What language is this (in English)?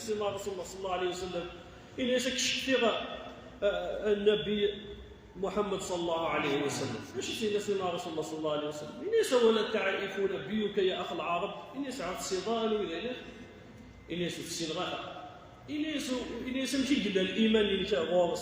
Kabyle